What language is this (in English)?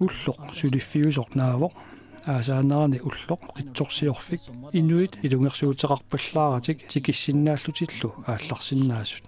Kalaallisut